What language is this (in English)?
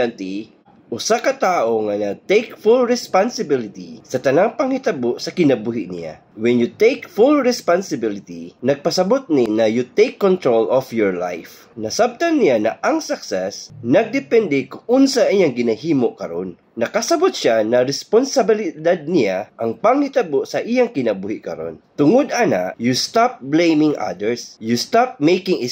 Cebuano